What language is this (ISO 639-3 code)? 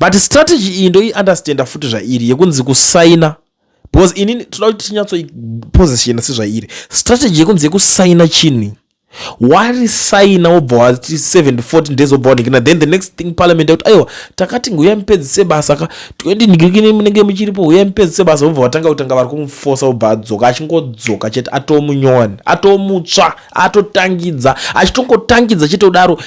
sna